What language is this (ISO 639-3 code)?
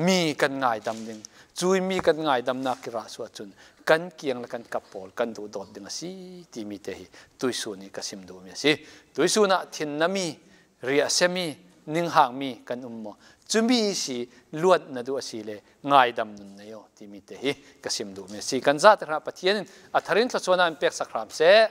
cfm